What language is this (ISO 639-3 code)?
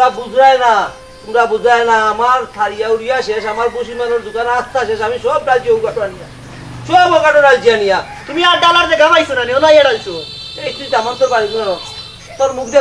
syl